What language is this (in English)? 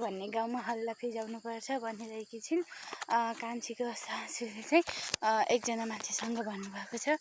Nepali